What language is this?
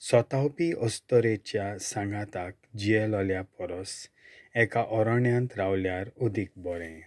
Konkani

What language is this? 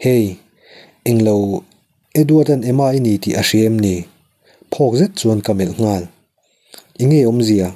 Mizo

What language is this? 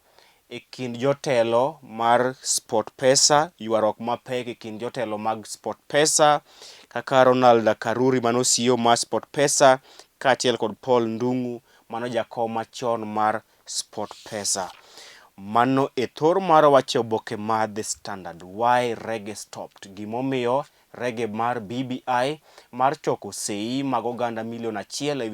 Luo (Kenya and Tanzania)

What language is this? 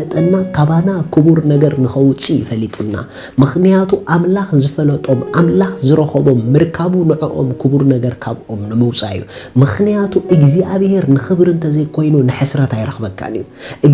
Tigrinya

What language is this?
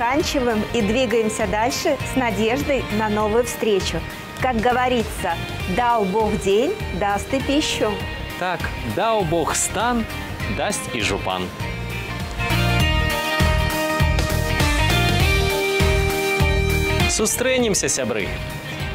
Russian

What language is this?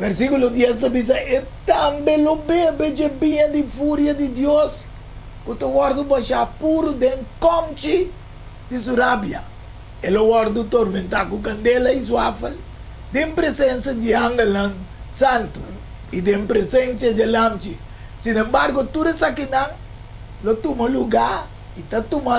Papiamento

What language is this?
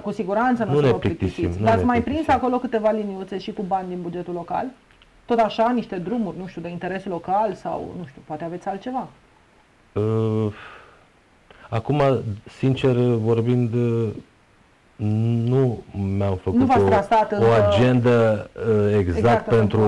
Romanian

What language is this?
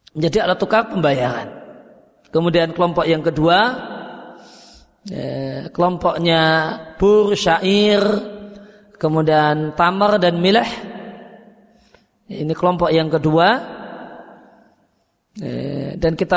Indonesian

